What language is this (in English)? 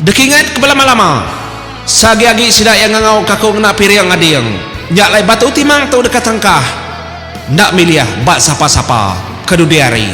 Iban